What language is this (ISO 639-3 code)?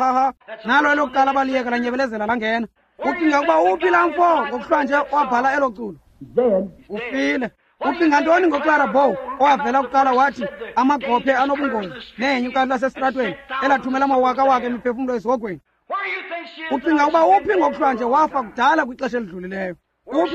xho